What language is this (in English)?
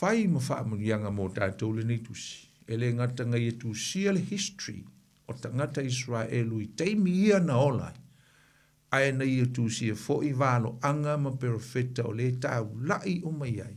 Samoan